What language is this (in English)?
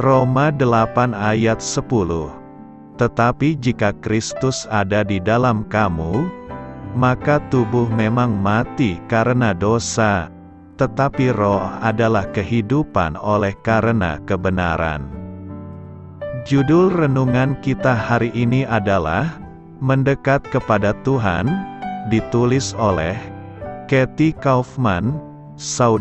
Indonesian